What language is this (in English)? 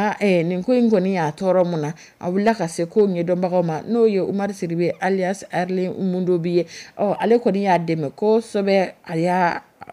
Dyula